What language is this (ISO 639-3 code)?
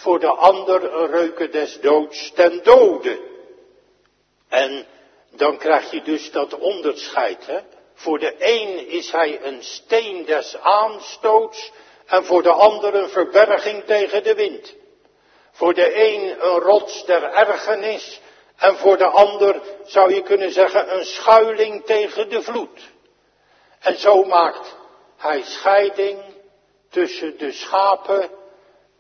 nld